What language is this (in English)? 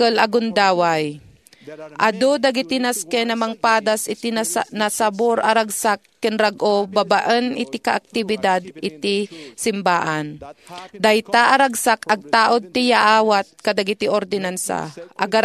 Iloko